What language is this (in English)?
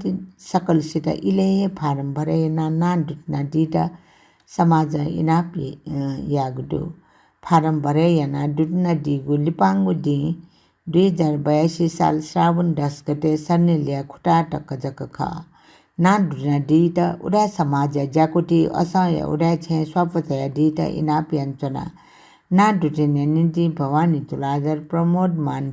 Newari